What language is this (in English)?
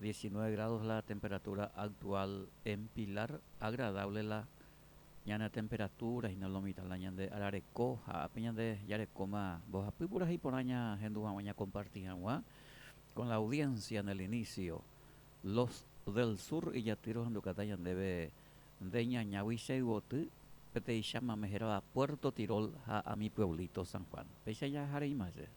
Guarani